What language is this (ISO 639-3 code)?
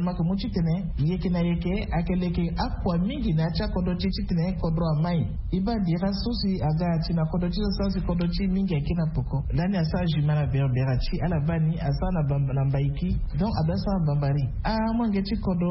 sag